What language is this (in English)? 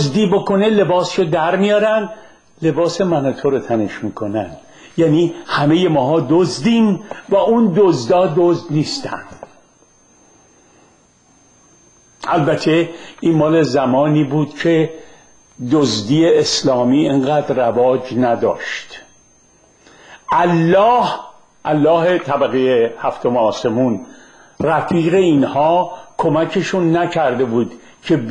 Persian